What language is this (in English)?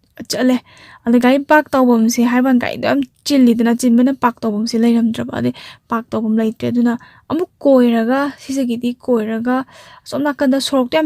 Manipuri